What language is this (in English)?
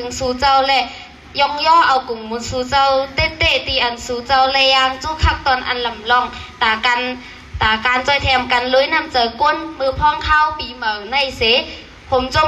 Shan